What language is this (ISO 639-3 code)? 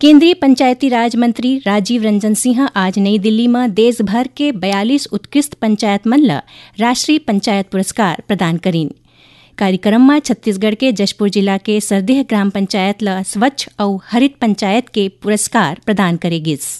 hne